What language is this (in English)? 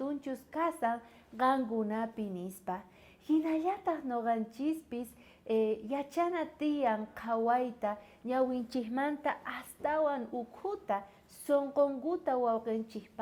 South Bolivian Quechua